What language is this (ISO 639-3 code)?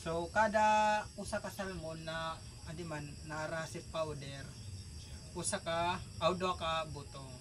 war